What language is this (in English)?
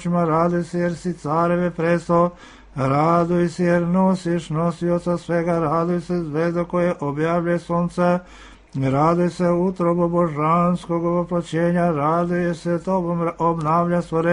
Serbian